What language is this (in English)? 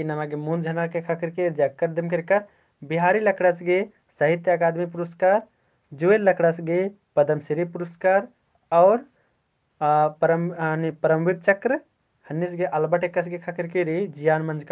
Kurukh